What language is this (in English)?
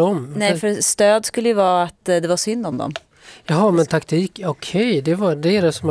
Swedish